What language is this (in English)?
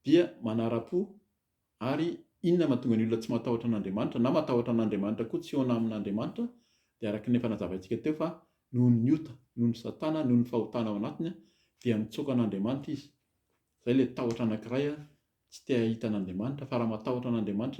Malagasy